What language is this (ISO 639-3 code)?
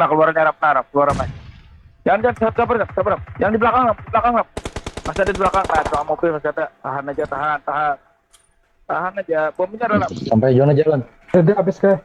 bjn